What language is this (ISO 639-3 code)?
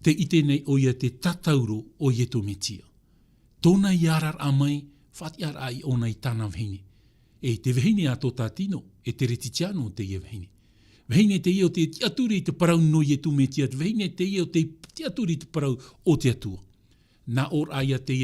tah